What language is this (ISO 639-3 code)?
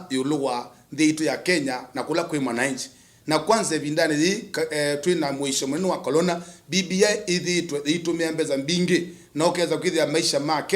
kam